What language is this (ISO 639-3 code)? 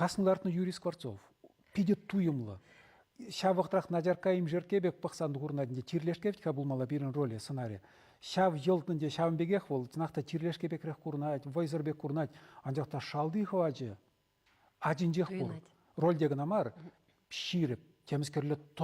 chv